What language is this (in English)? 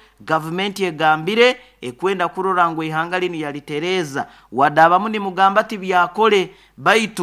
Nyoro